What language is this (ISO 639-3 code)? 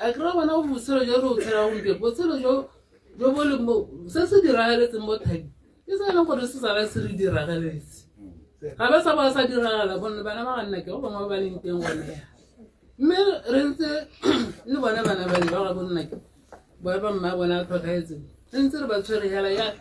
tsn